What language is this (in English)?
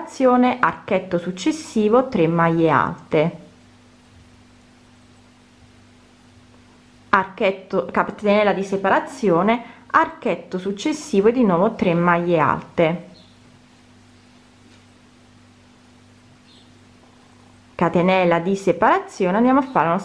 Italian